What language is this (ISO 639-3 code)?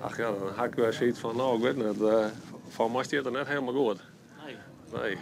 fry